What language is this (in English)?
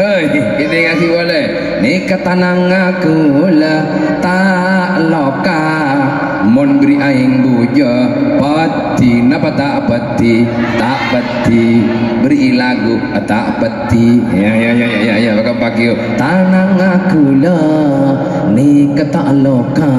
Madurese